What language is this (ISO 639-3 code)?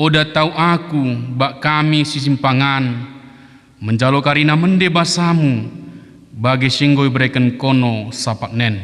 btd